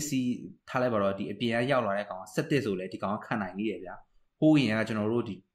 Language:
Burmese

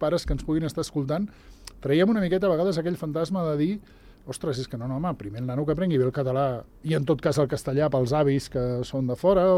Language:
Catalan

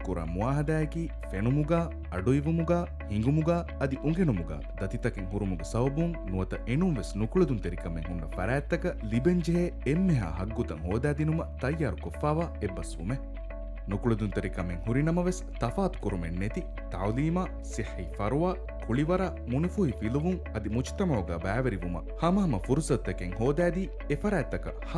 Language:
Divehi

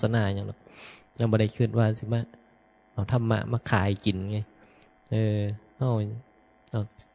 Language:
Northeastern Thai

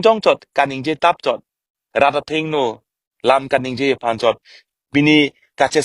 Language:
Karbi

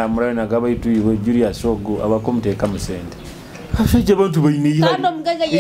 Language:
Nyoro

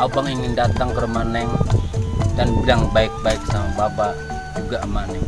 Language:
Betawi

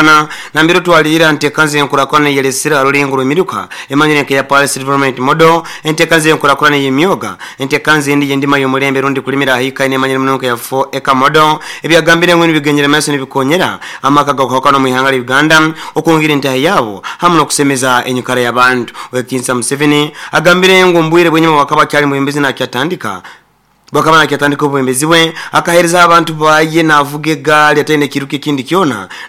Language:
Nyoro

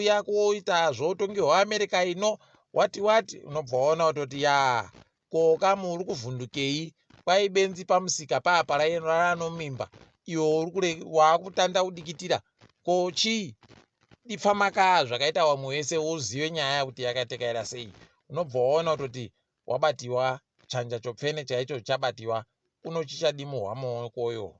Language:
Ndau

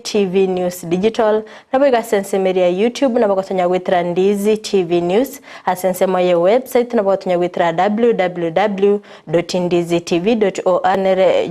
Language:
Gusii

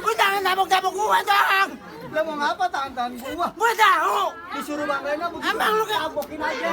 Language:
Betawi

